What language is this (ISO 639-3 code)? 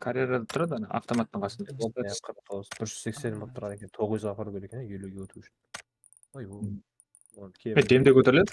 kaa